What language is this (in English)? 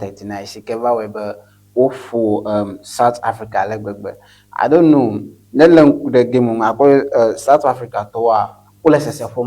Ewe